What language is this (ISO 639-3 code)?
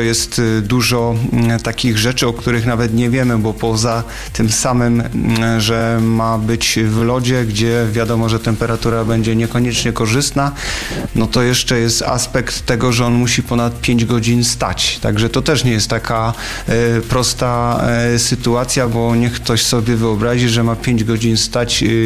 pol